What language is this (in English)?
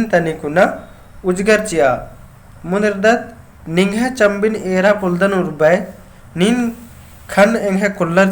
Kurukh